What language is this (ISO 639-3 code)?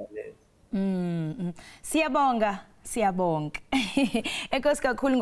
zul